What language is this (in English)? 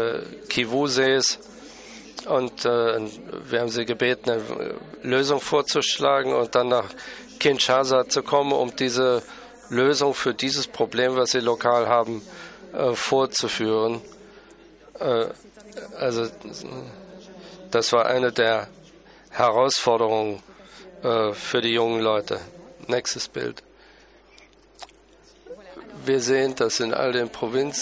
German